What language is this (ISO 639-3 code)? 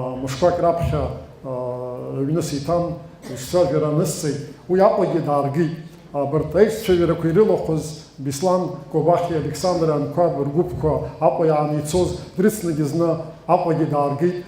abk